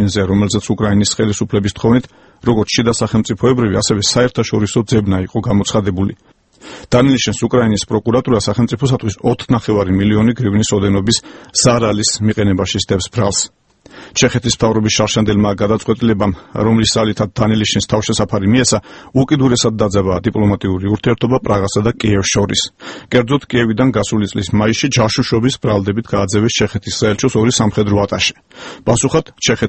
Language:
Georgian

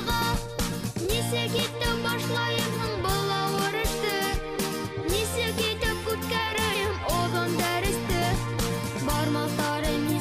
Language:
Bashkir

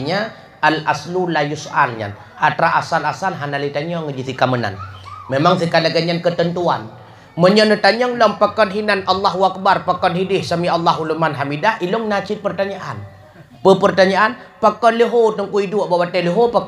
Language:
Achinese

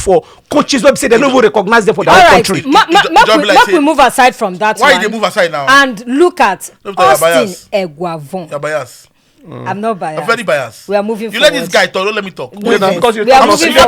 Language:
Nigerian Pidgin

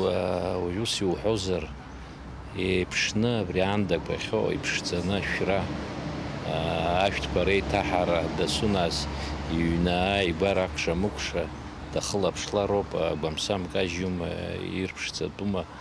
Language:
Abkhazian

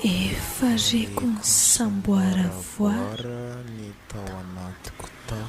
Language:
Malagasy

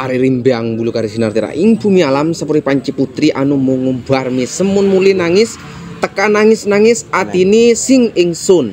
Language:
Madurese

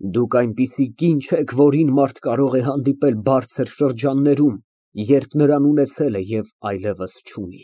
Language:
Armenian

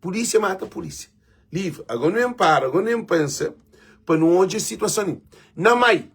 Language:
Kabuverdianu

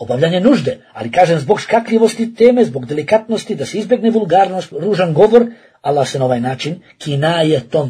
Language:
Bosnian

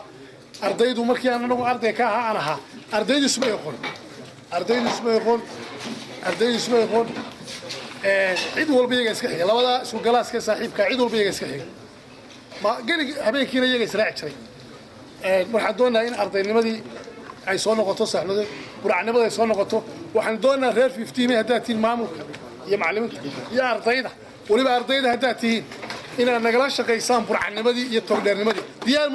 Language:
Somali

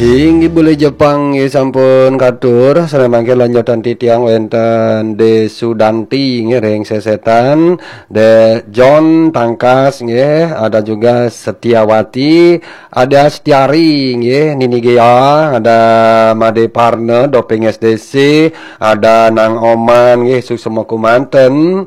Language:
Balinese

